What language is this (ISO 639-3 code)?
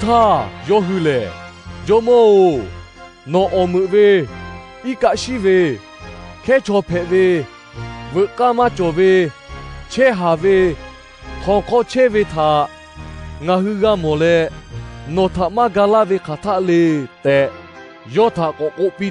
lhu